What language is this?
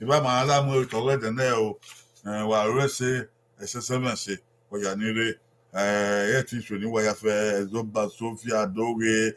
Bini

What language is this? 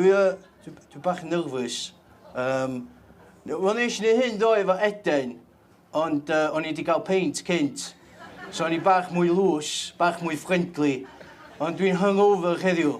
Welsh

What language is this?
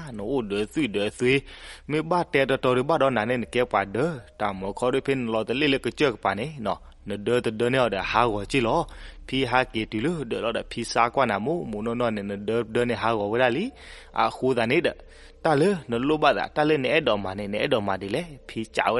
S'gaw Karen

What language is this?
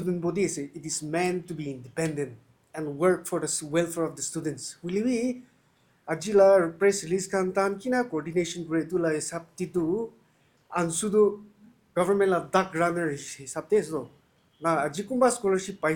Naga Pidgin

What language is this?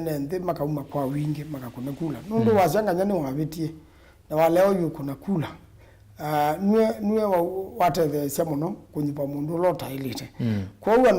Kamba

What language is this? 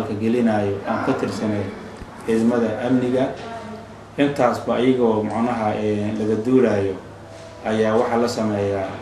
Somali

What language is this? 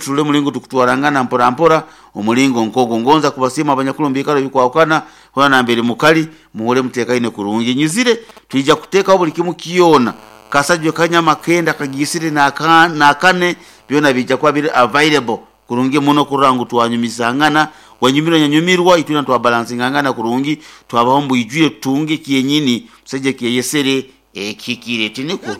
Nyankole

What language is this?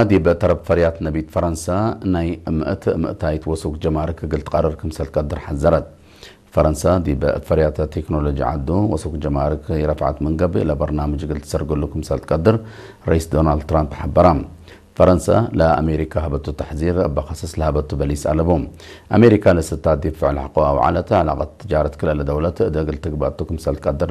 Tigre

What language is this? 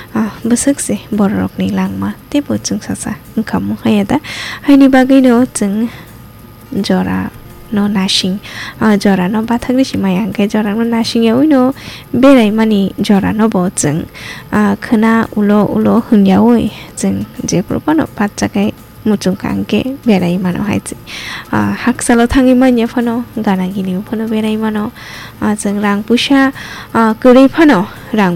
Kok Borok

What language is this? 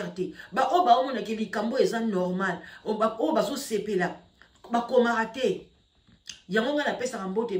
Lingala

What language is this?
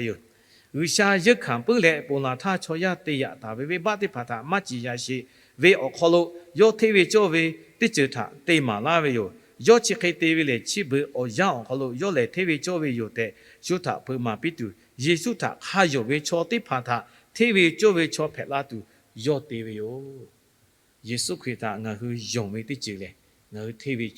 Lahu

